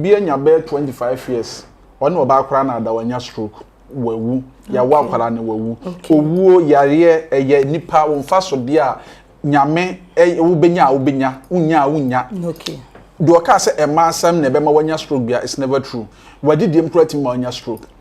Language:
Akan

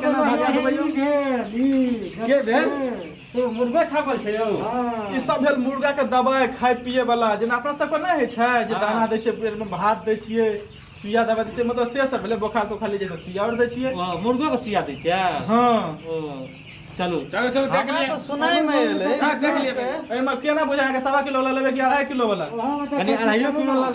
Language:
Maithili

